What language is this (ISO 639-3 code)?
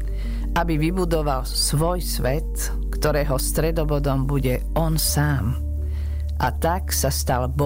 slk